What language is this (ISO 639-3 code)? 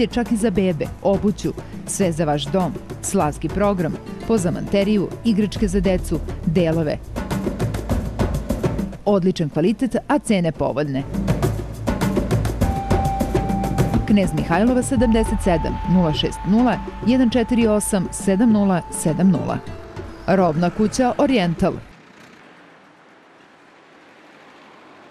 srp